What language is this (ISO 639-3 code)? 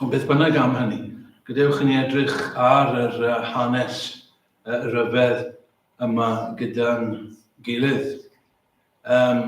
cym